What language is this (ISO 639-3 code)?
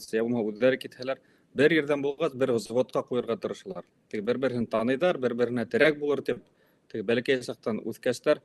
bak